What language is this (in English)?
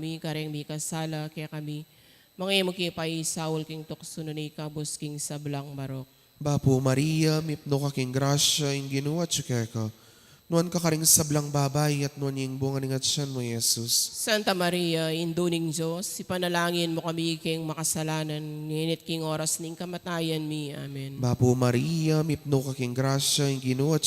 Pampanga